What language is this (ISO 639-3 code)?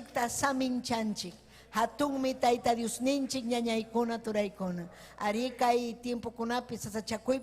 quy